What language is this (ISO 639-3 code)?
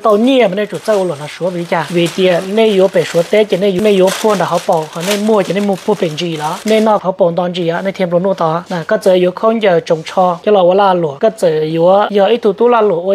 hmn